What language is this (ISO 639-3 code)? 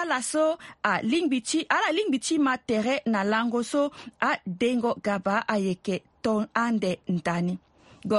sag